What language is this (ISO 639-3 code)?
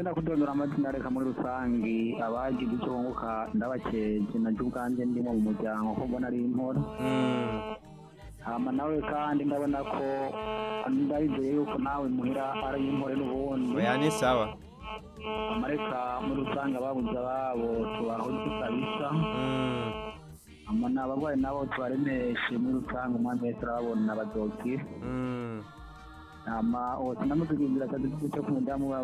run